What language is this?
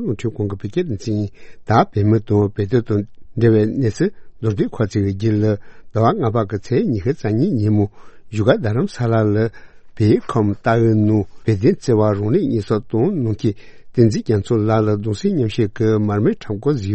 Tibetan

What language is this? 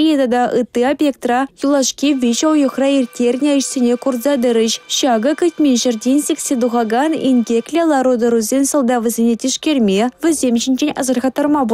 Chuvash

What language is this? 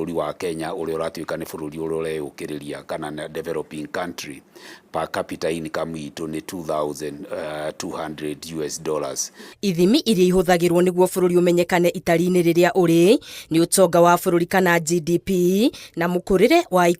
Kikuyu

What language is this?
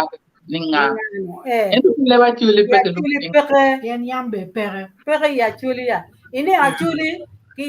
Acoli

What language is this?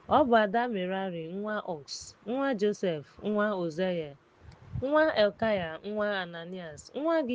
Igbo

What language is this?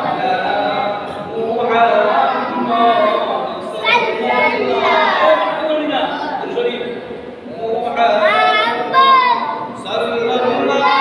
Sylheti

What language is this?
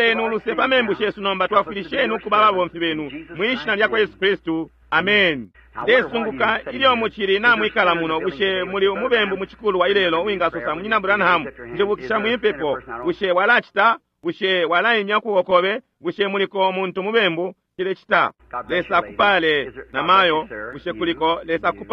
Bemba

